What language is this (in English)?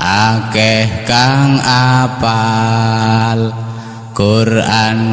Javanese